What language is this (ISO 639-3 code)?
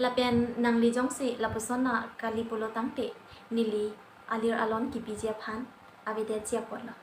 mjw